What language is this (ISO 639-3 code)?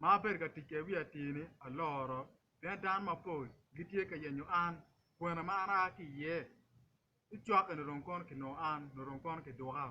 ach